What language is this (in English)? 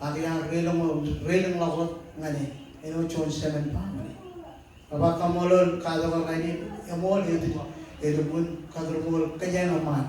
Marshallese